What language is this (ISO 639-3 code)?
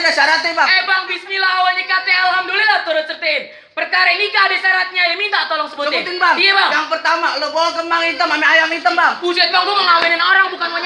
bew